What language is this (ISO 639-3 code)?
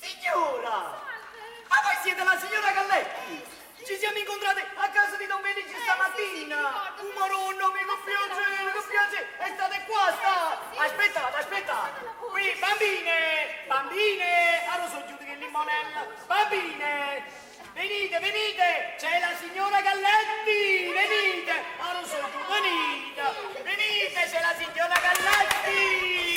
nap